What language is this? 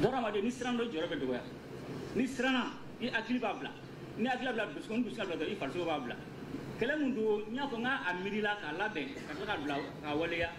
Bambara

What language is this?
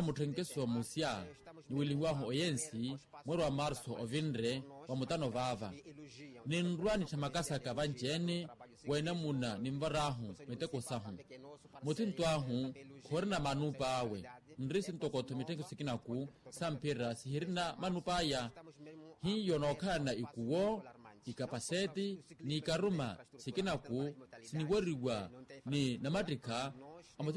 Makhuwa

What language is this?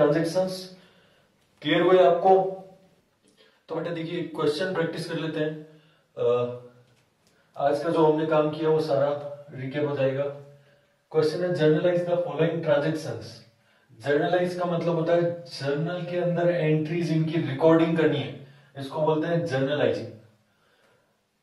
Hindi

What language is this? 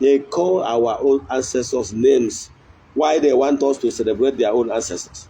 Igbo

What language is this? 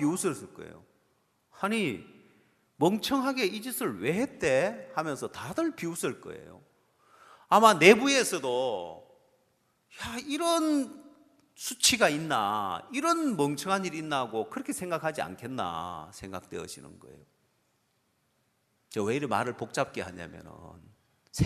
Korean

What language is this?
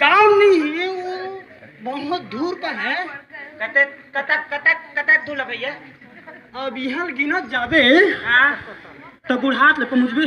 Chhattisgarhi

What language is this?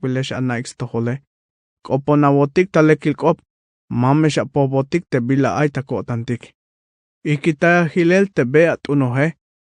Tzeltal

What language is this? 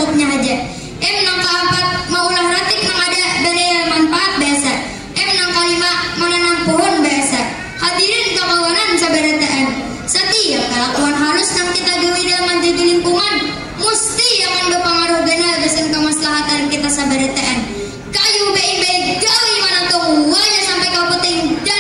Banjar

